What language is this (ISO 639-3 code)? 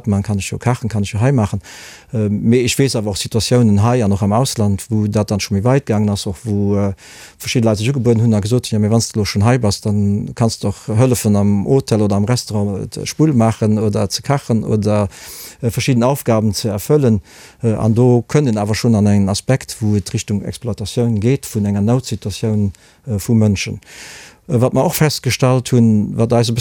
ltz